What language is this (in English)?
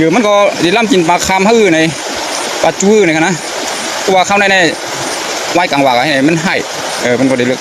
Shan